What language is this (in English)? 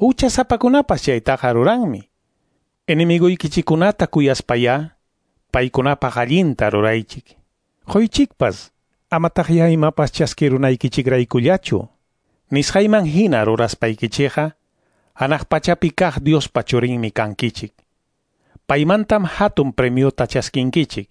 Quechua